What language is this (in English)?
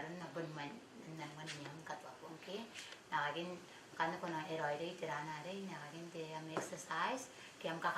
Gilbertese